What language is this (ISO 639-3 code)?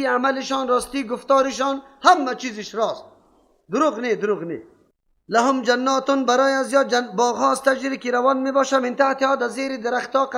fas